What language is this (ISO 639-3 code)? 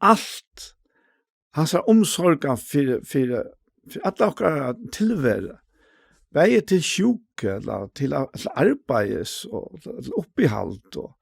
fao